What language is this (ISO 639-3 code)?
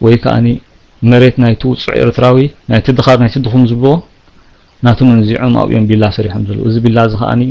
tir